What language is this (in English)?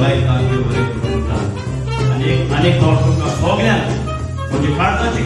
Konkani